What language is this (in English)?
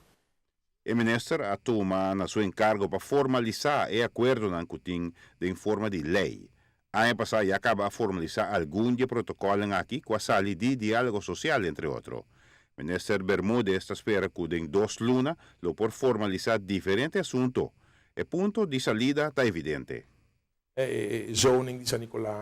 Papiamento